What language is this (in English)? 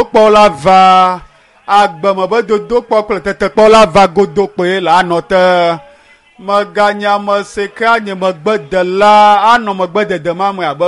Ewe